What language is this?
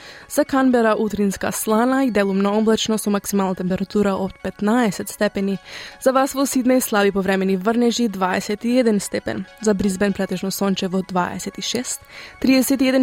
Macedonian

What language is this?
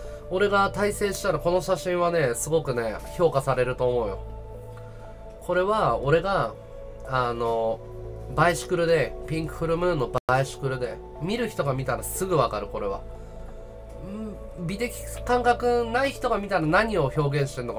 Japanese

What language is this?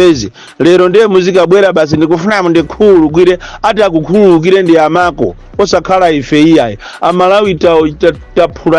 Nyanja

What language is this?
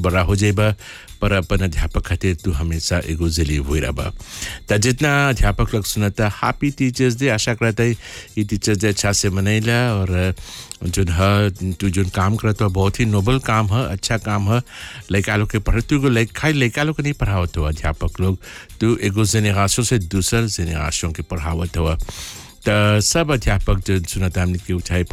Bhojpuri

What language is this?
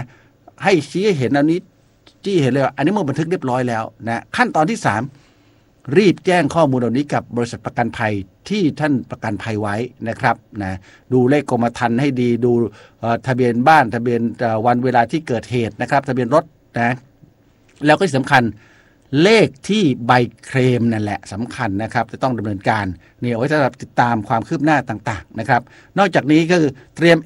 Thai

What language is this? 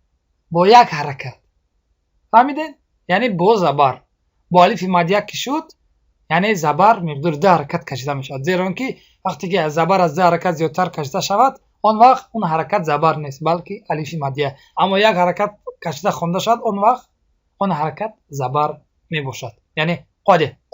Tajik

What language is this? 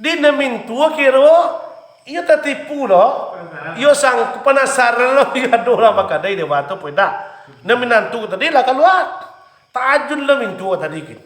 Minangkabau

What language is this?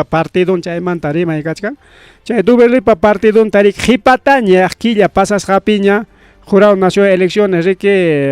Ayacucho Quechua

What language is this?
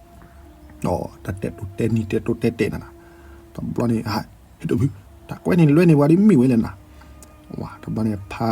S'gaw Karen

